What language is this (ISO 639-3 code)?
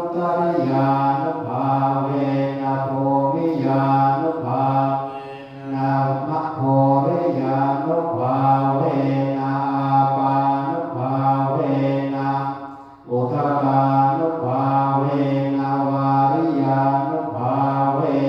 pli